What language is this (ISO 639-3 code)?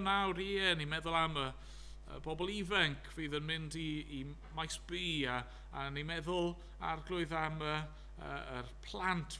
cym